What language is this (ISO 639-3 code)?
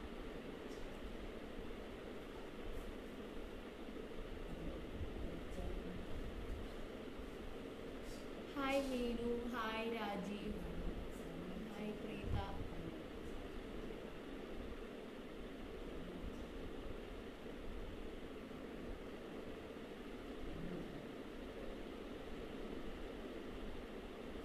mal